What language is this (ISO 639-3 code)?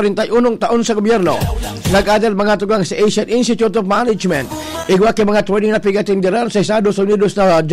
bik